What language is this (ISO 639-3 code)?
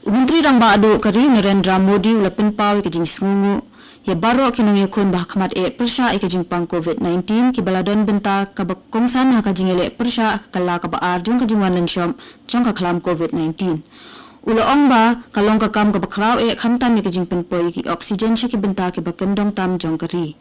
kha